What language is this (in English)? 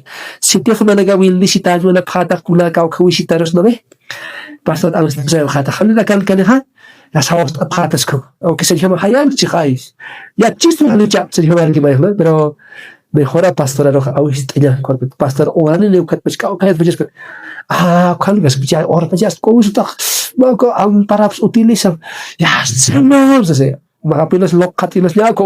Aymara